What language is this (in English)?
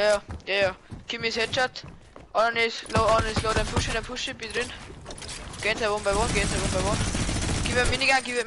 Bavarian